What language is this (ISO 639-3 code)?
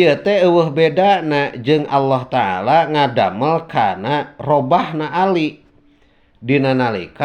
sun